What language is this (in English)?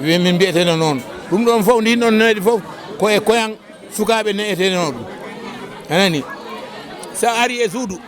Fula